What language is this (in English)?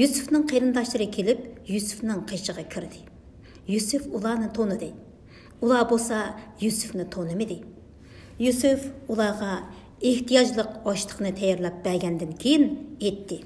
Uyghur